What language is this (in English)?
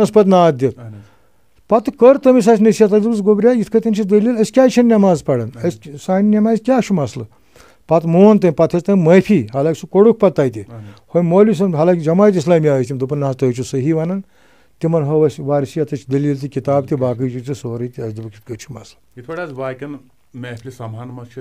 Kashmiri